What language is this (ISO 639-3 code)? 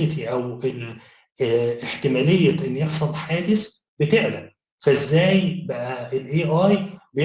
arz